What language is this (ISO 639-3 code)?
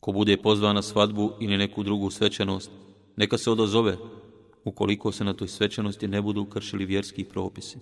bos